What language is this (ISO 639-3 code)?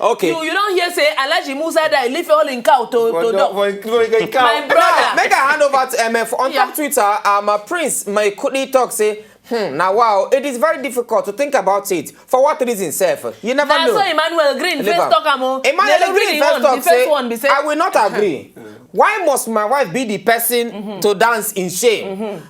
pcm